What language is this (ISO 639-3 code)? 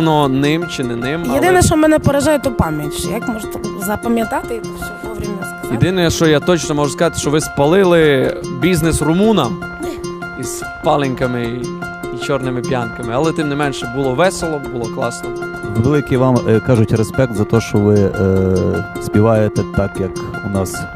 rue